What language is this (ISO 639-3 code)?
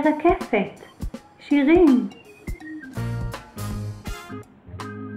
heb